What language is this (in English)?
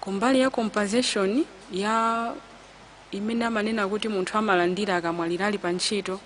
Nyanja